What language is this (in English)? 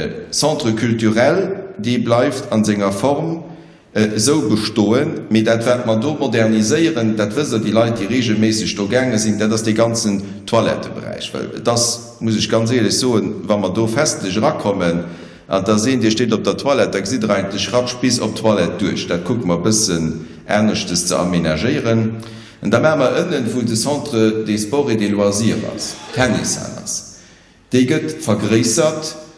Luxembourgish